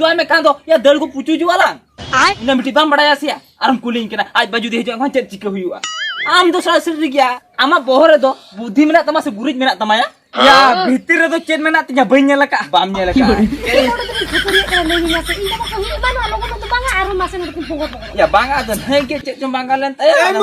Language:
Santali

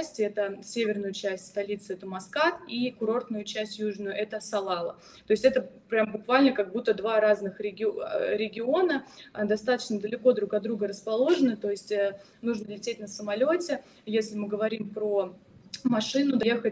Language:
Russian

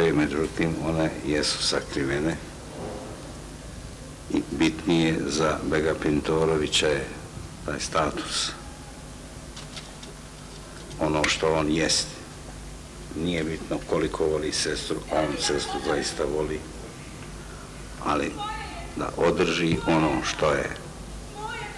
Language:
Bosnian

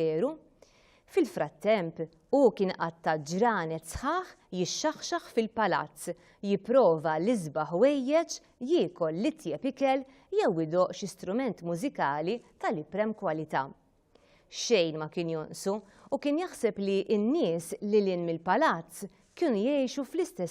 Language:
Maltese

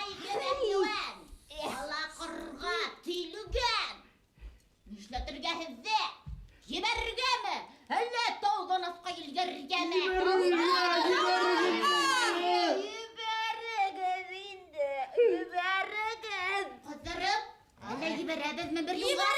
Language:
Bashkir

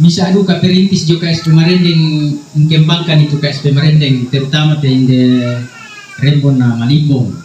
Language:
Toraja-Sa'dan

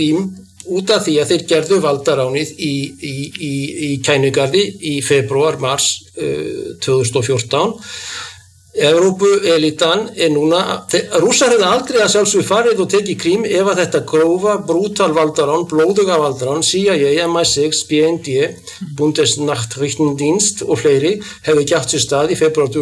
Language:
Icelandic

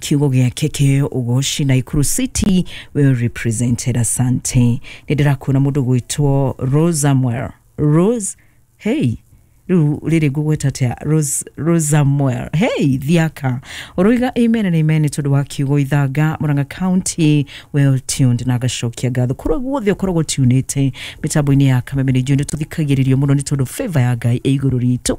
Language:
Kikuyu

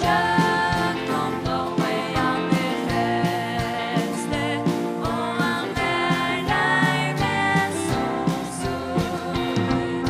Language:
Faroese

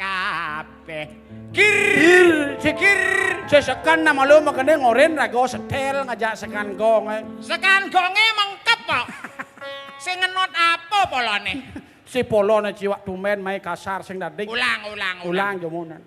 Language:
Balinese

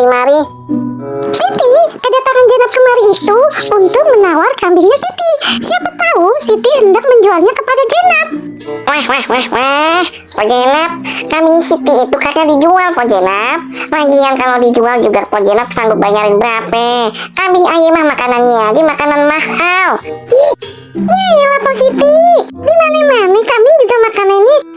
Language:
Betawi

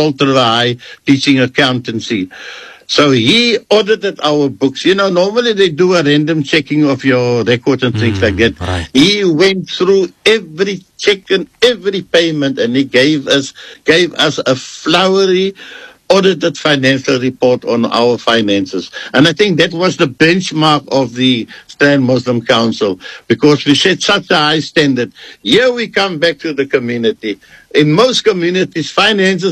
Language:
English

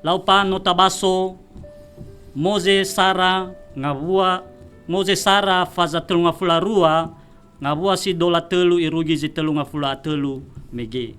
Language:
Nias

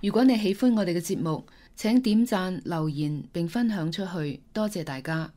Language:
Cantonese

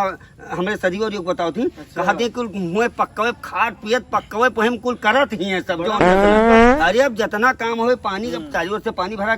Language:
Awadhi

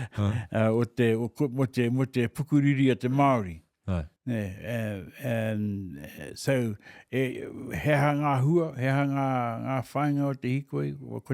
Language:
Māori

